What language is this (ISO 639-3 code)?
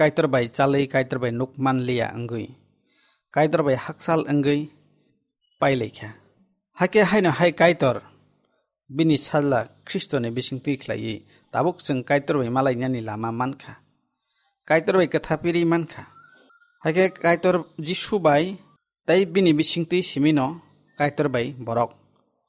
trp